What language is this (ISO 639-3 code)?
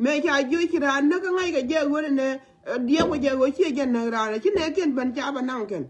nus